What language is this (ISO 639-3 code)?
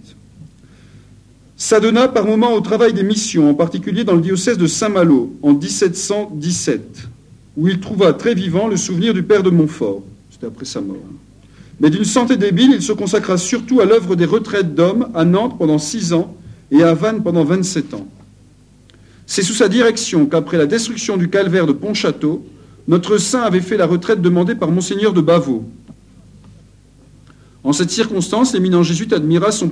fra